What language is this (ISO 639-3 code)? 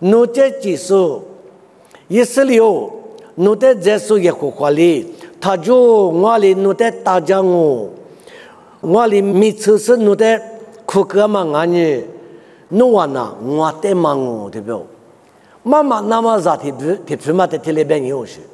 lis